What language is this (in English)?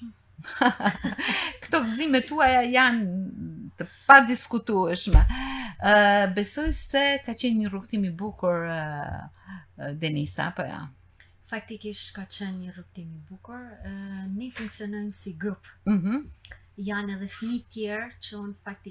Albanian